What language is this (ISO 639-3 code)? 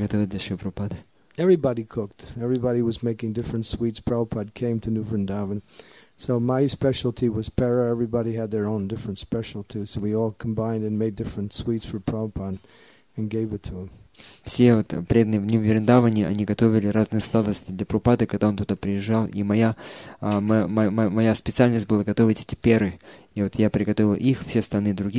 rus